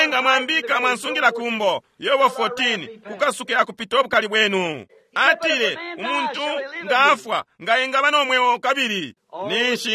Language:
Bemba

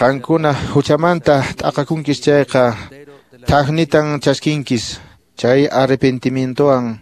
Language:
Quechua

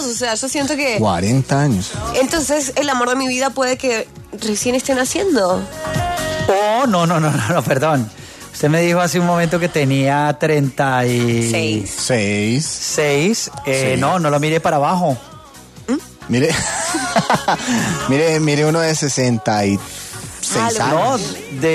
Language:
Spanish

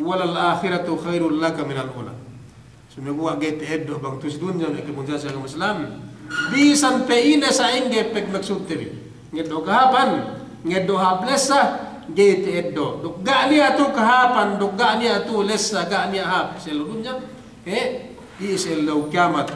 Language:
Yakan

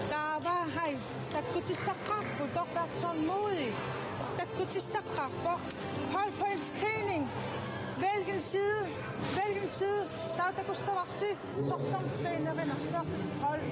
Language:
Kalaallisut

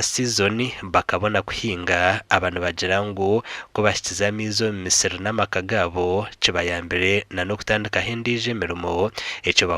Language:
Nyankole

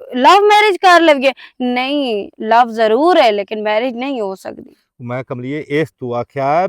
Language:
Western Panjabi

